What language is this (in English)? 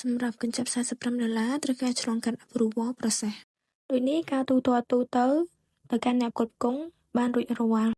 Khmer